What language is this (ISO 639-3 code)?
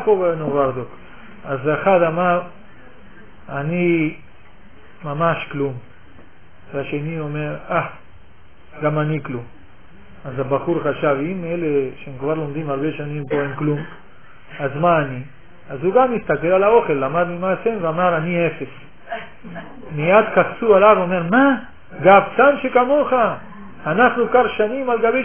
heb